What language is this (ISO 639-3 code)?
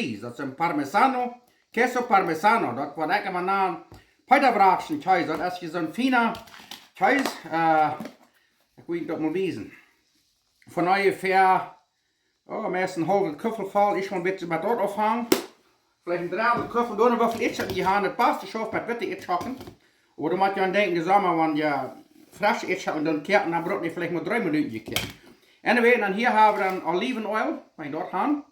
pdt